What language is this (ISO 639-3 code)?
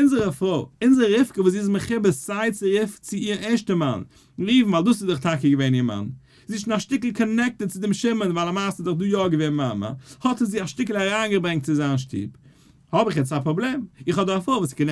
yid